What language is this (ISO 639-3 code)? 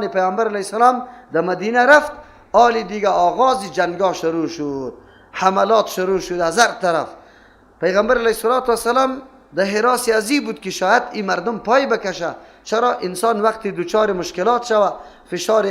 fas